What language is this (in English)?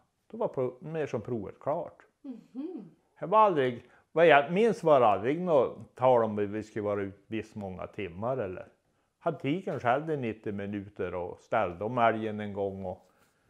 Swedish